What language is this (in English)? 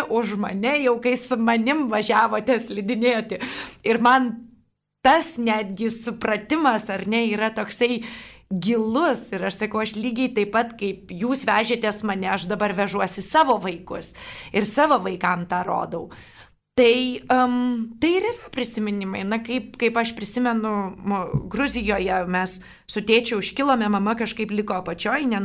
Lithuanian